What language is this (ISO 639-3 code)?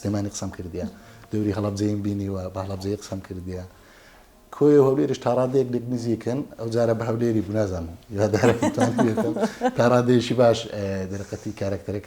ckb